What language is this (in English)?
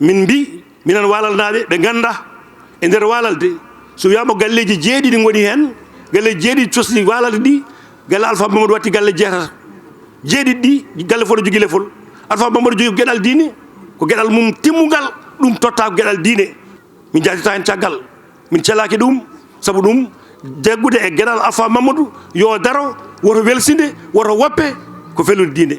Fula